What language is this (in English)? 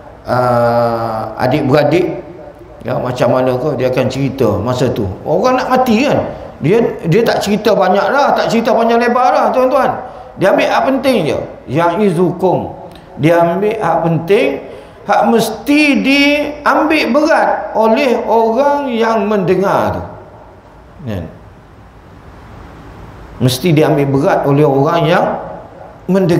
Malay